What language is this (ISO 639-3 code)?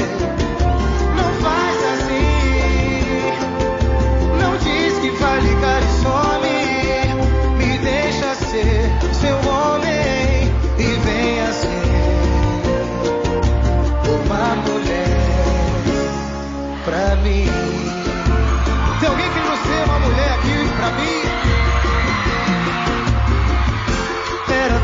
por